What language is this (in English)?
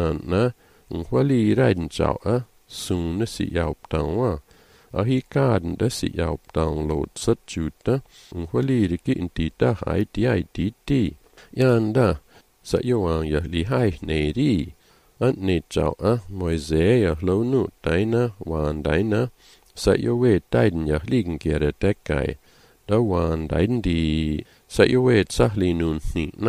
Malagasy